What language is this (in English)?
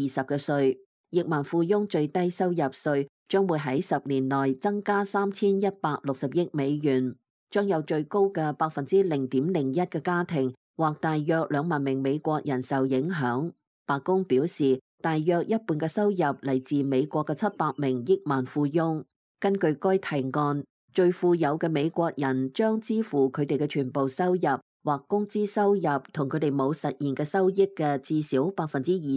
Cantonese